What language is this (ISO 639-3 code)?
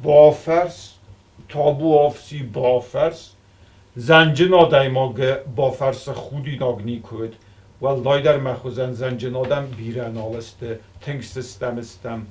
oss